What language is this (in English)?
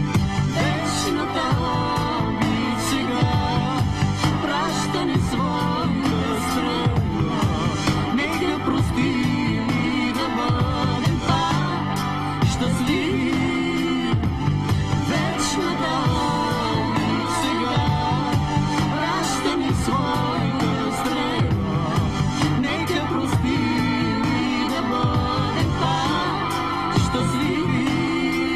Bulgarian